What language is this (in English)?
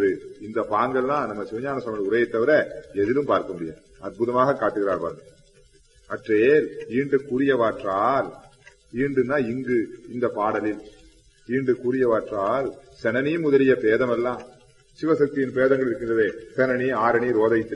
Tamil